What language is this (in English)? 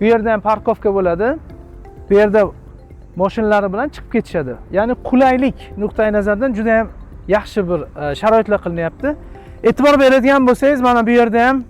Uzbek